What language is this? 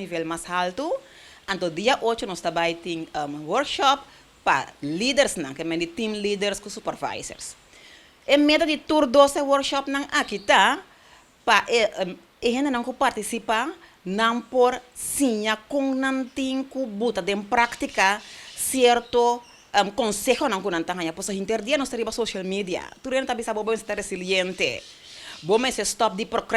Papiamento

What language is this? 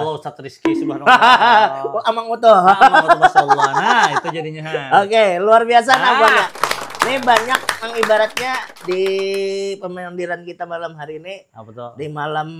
Banjar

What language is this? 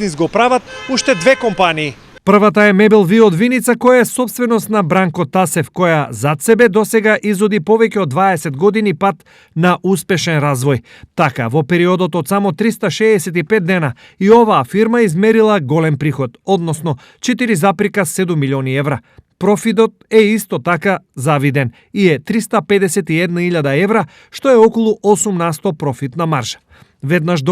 Macedonian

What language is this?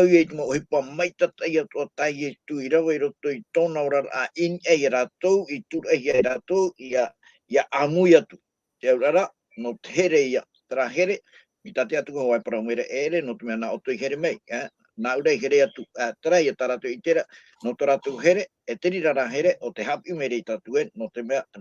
Tahitian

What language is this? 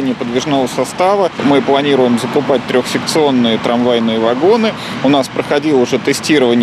Russian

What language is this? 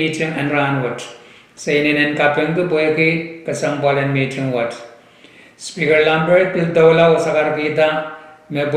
Pohnpeian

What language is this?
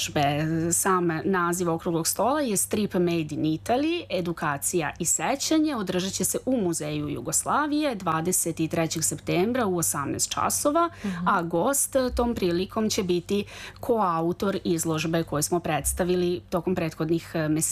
Serbian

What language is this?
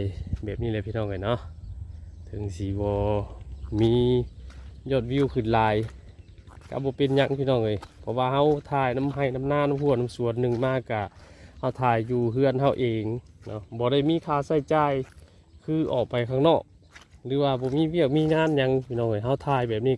Northeastern Thai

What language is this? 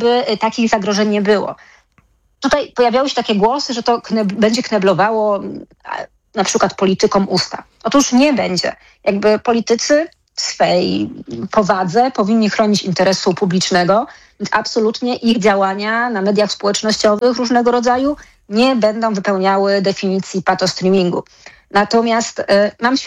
Polish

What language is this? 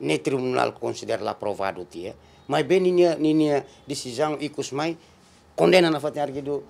Tetum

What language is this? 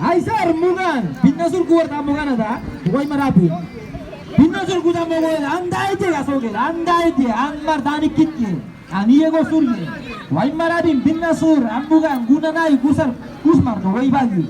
San Blas Kuna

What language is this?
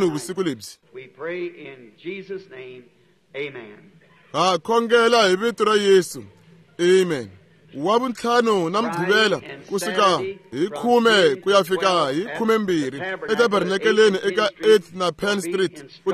Tsonga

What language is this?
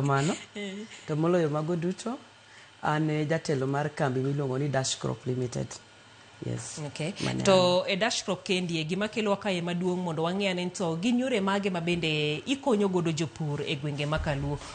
Luo (Kenya and Tanzania)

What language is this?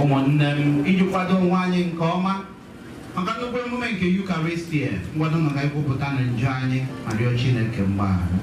Igbo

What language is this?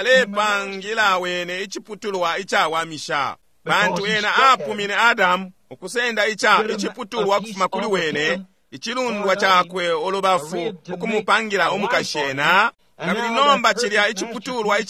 Bemba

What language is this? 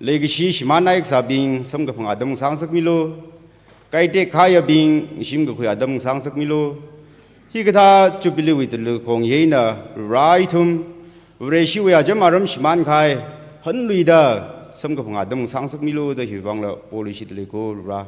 Tangkhul Naga (India)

